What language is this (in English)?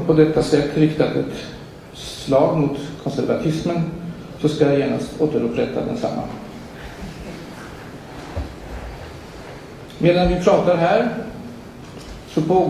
Swedish